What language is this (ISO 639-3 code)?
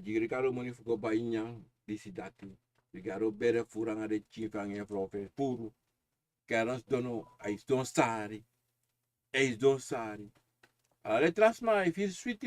srn